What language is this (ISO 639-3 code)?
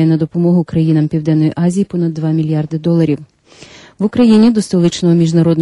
ukr